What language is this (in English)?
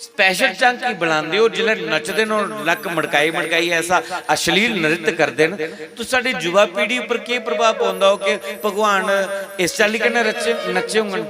Dogri